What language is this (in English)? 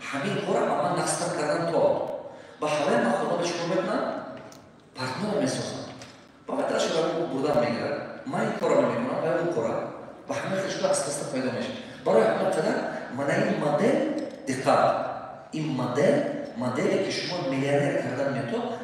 Tajik